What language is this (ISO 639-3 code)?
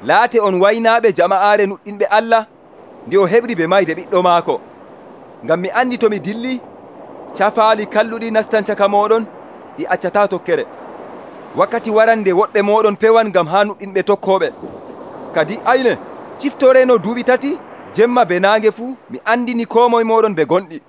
fuv